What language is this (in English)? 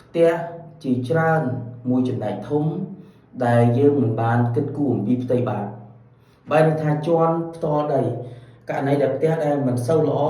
Khmer